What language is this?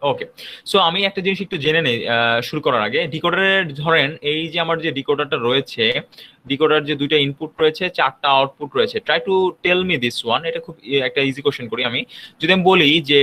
Bangla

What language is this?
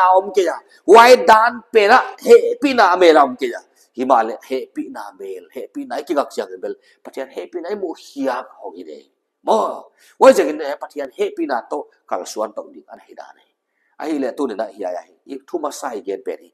Paite Chin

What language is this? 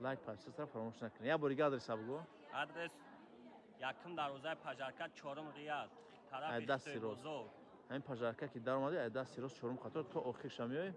Tajik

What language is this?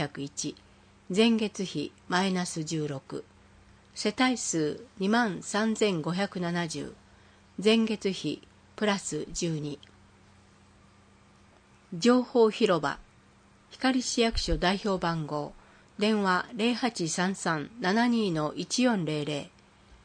Japanese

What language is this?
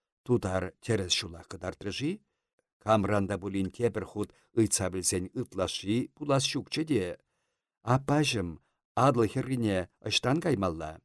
Chuvash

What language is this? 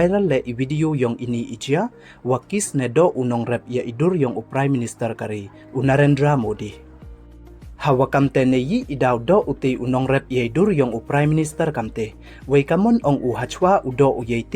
Pnar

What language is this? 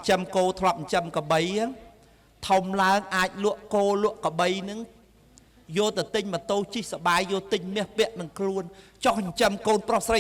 Khmer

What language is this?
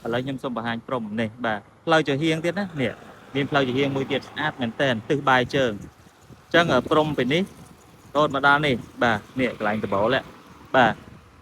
Khmer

